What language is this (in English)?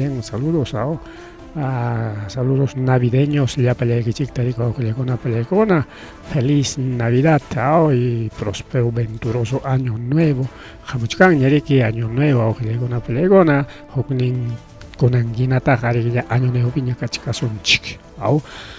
Ayacucho Quechua